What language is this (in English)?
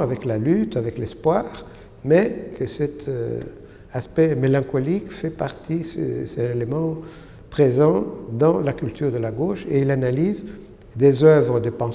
French